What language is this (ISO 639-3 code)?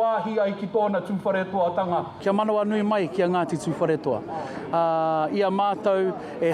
mri